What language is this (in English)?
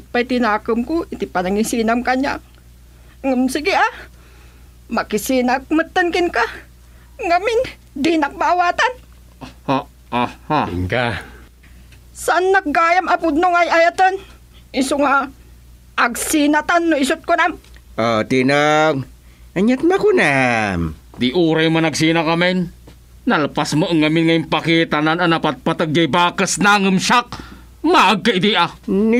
Iloko